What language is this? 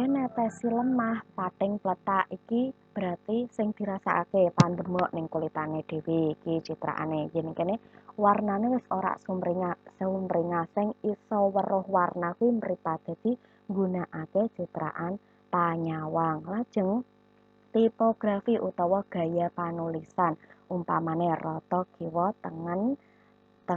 Javanese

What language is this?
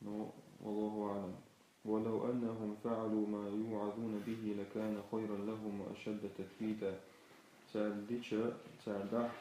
Chechen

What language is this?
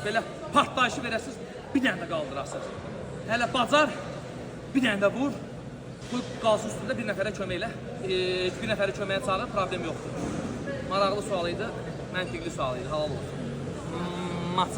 Azerbaijani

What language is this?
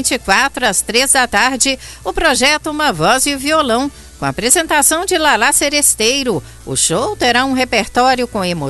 Portuguese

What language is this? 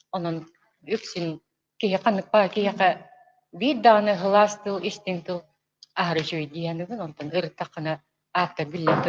Yakut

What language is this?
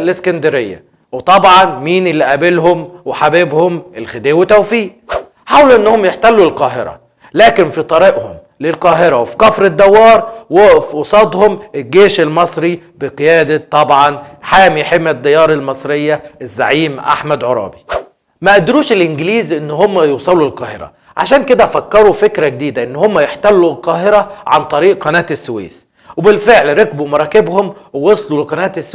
Egyptian Arabic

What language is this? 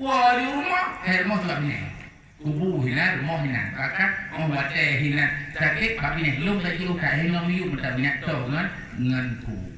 Achinese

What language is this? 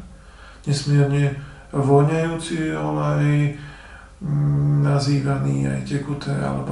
Slovak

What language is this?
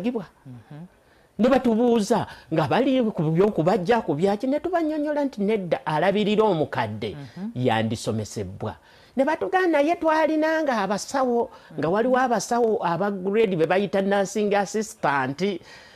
Ganda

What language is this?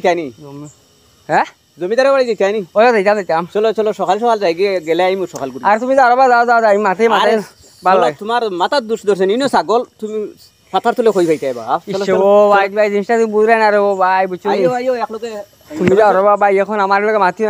Sylheti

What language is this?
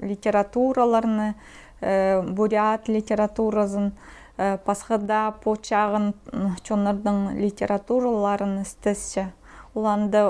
Khakas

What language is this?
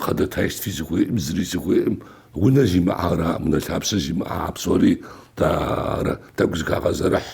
Kabardian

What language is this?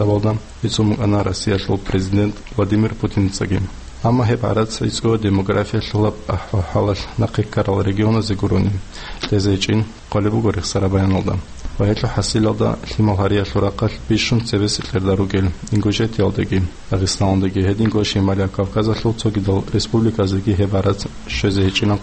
Avaric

